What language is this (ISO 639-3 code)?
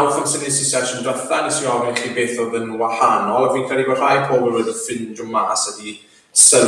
cym